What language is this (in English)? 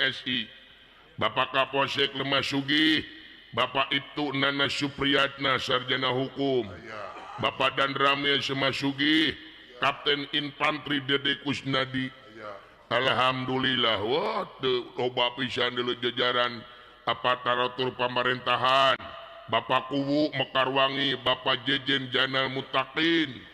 Sundanese